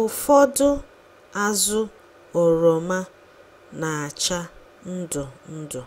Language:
Igbo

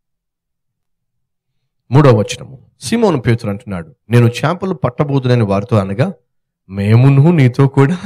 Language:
Telugu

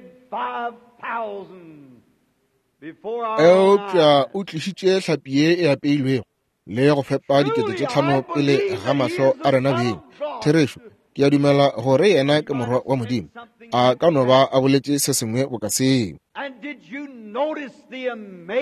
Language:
Northern Sotho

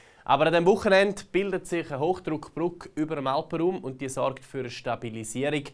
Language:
Swiss German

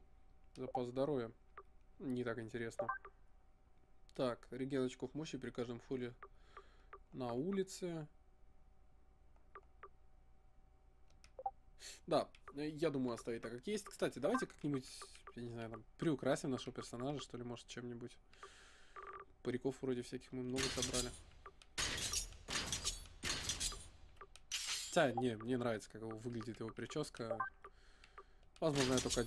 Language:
Russian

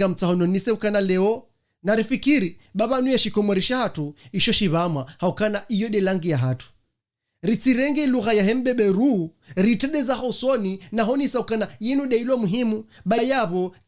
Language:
Ngazidja Comorian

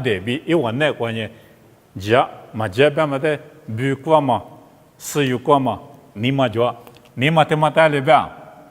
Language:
Lisu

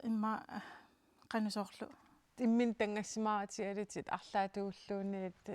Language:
Kalaallisut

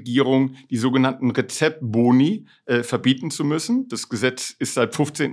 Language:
German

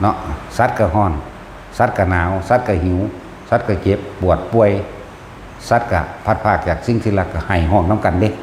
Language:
Northeastern Thai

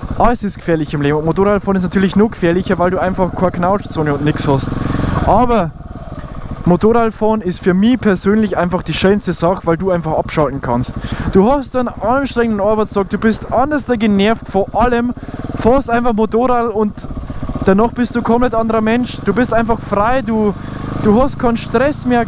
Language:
Bavarian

